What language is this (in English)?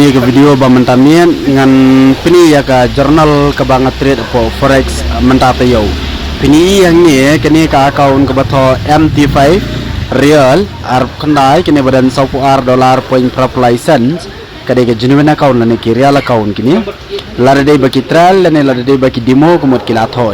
Khasi